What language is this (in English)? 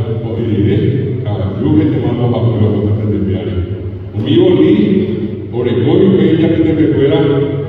Guarani